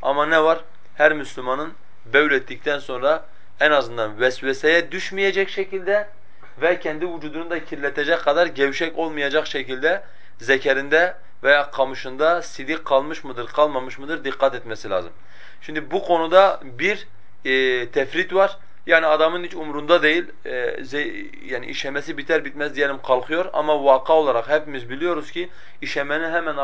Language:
Turkish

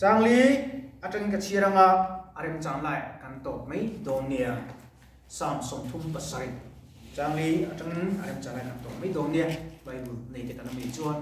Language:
Mizo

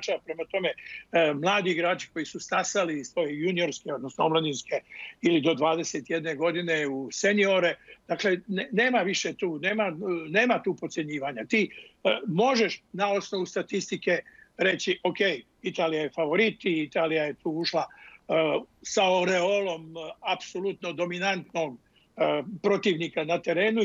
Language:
Bosnian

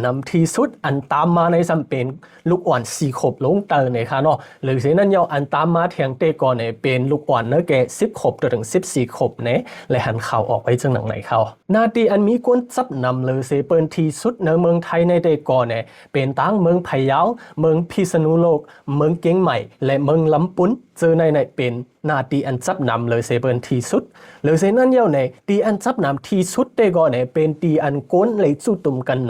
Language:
Shan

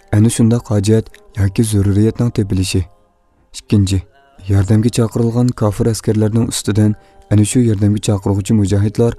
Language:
Uyghur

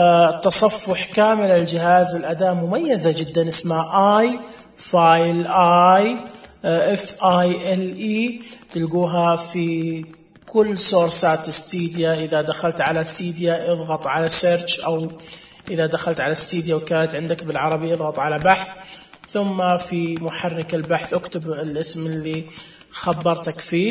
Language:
Najdi Arabic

